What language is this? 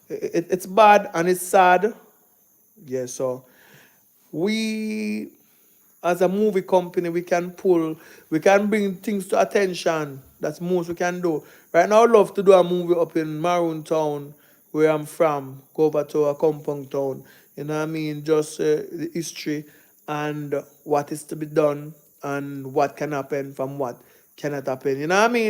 Jamaican Creole English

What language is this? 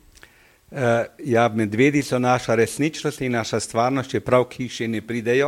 Slovenian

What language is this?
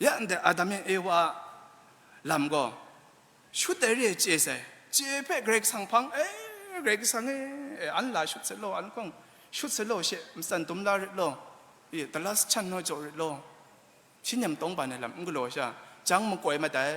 Kachin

